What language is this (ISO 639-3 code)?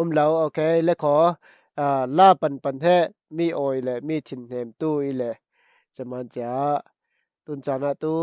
cfm